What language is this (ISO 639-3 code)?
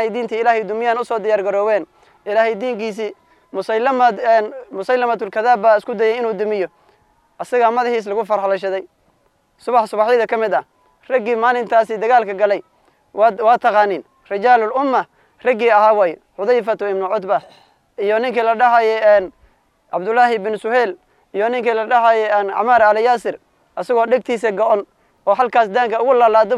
som